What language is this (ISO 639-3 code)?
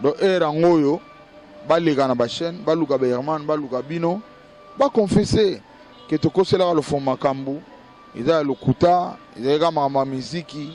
lin